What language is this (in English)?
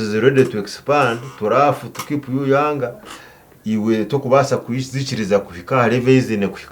Nyankole